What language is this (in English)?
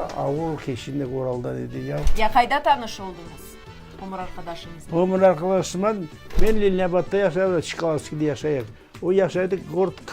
Crimean Tatar